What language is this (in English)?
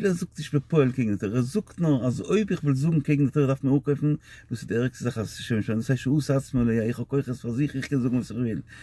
Yiddish